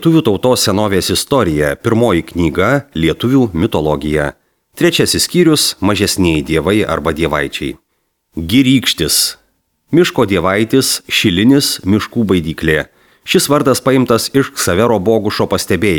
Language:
Lithuanian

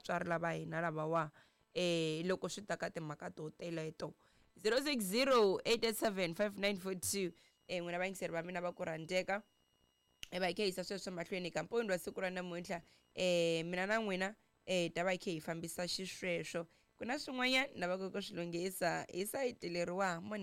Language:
Tsonga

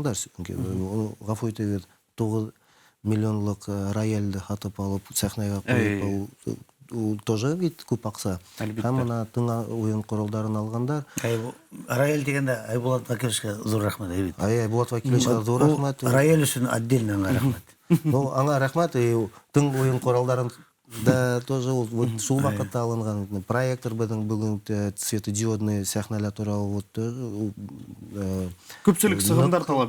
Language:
Bashkir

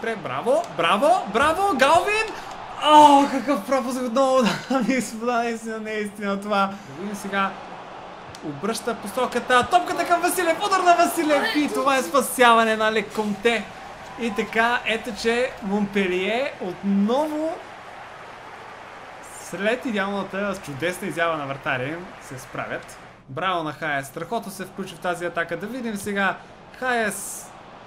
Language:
Bulgarian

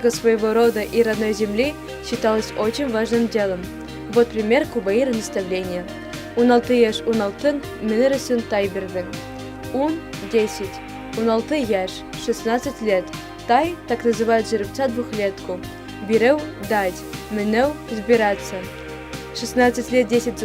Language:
Bashkir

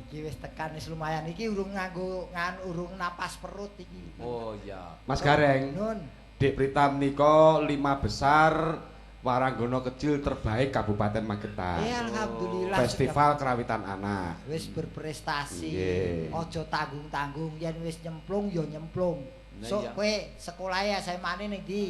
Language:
Javanese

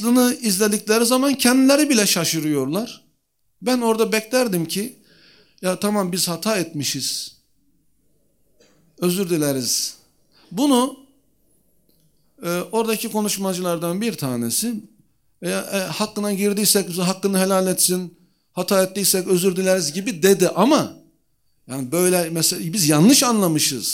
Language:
Turkish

